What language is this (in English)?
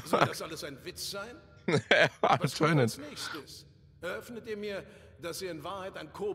German